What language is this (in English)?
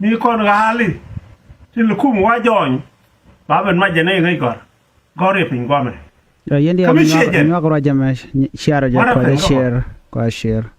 Nuer